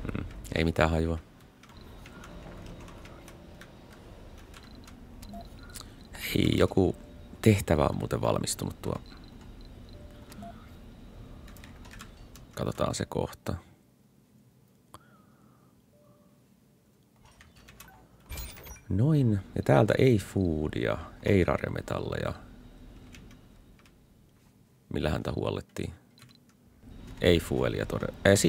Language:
Finnish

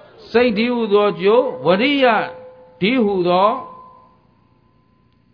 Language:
Burmese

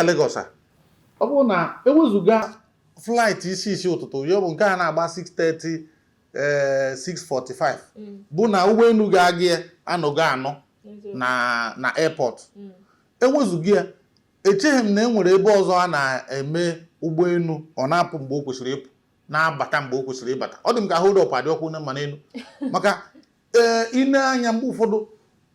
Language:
Igbo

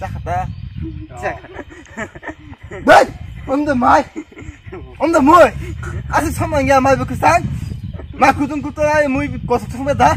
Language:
Kok Borok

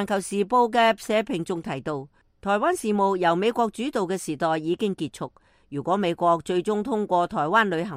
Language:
Cantonese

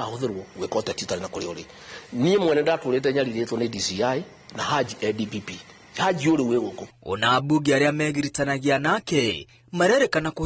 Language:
Kikuyu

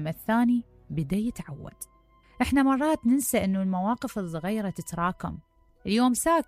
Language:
Mesopotamian Arabic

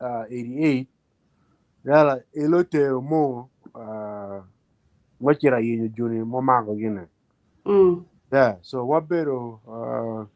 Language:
Acoli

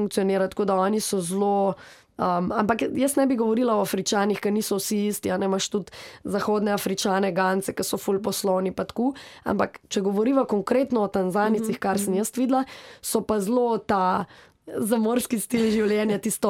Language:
Slovenian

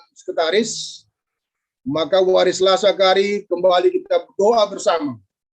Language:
Batak Karo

